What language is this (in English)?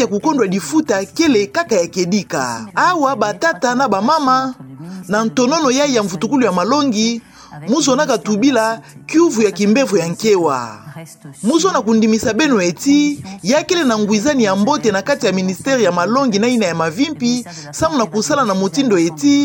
Kituba (Democratic Republic of Congo)